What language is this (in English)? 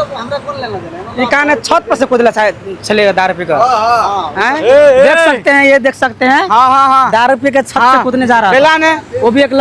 Maithili